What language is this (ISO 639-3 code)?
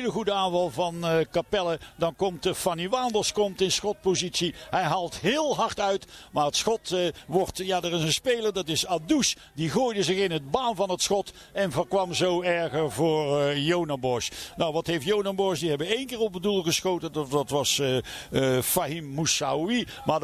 nld